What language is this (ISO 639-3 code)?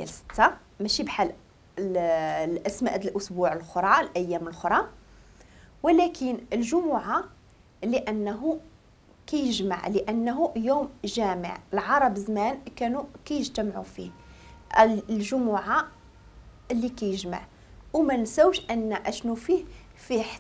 ary